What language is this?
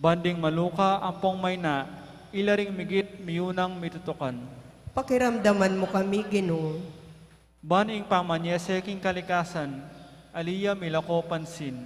Pampanga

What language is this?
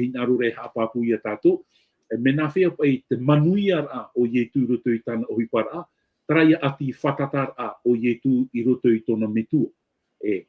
Tahitian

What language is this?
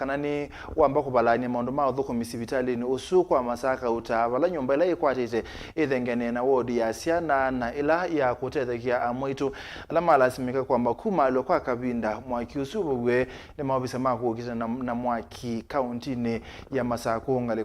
Kamba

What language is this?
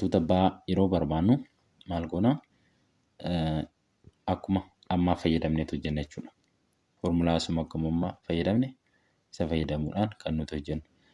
Oromo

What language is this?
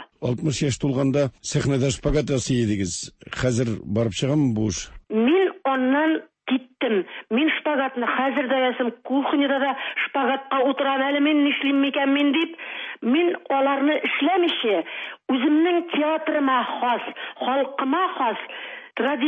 Tatar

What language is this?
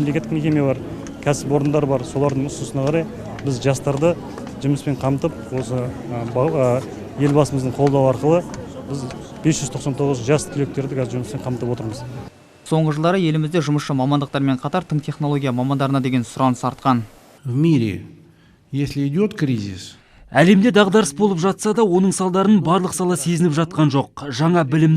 Kazakh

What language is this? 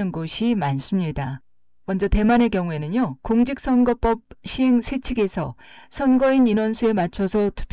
Korean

